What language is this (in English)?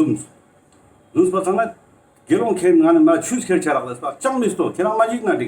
Ladakhi